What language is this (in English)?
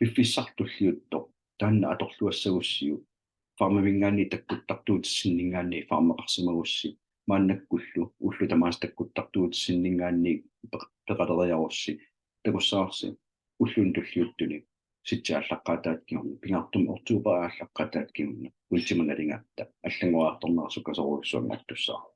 Kalaallisut